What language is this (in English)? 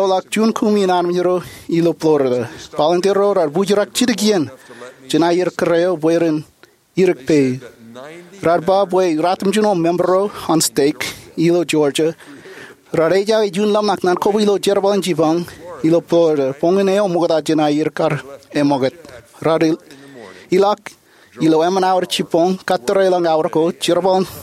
Marshallese